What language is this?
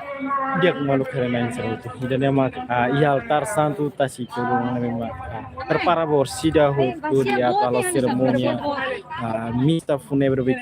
Tetum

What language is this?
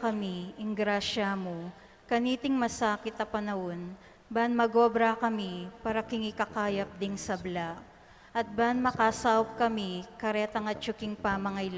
Pampanga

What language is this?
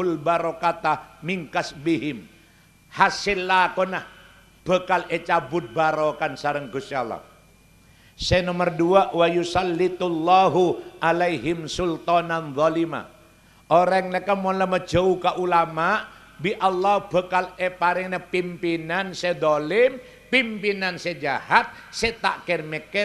Madurese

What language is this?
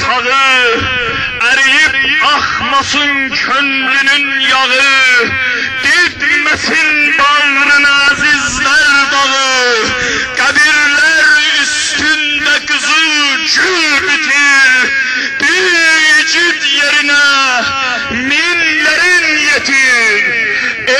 South Azerbaijani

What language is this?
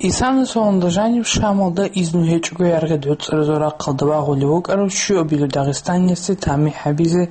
Avaric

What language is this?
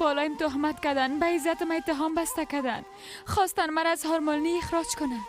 Persian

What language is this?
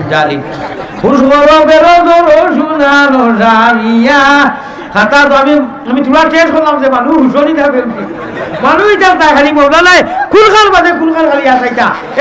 Sylheti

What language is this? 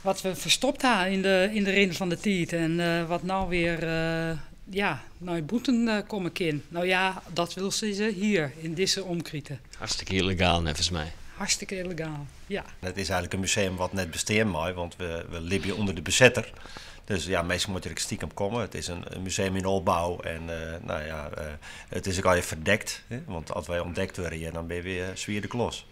Western Frisian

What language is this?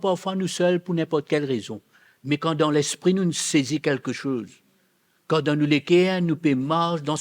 Morisyen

